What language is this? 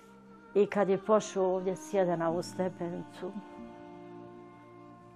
Bosnian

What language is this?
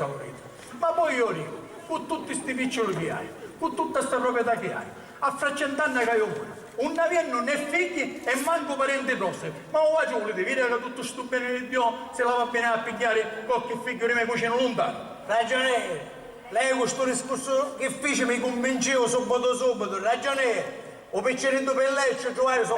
Sicilian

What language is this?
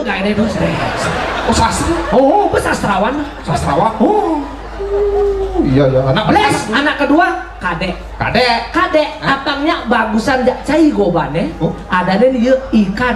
Balinese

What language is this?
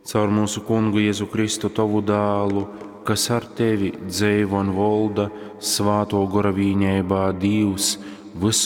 Latgalian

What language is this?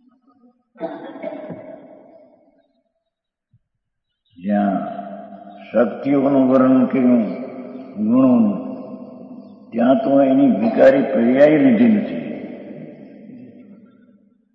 Gujarati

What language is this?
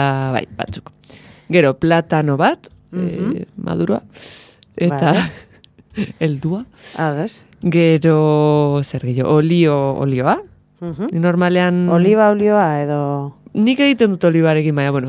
Basque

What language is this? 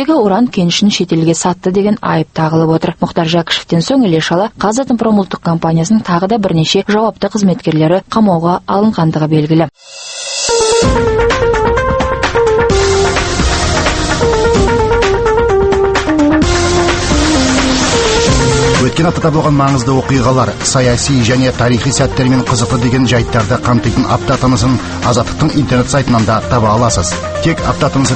Kazakh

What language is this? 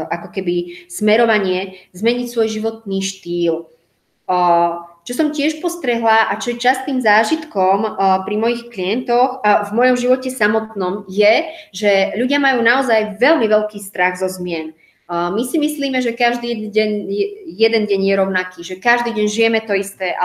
Slovak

